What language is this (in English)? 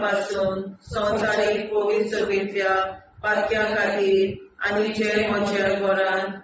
Konkani